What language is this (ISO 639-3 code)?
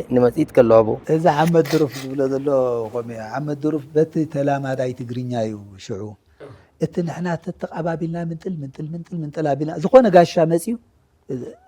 tir